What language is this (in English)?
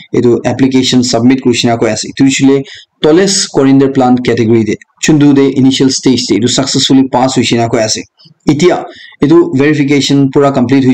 Naga Pidgin